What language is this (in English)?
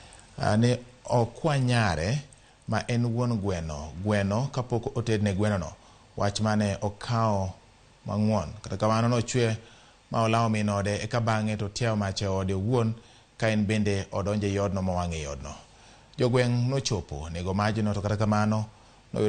Luo (Kenya and Tanzania)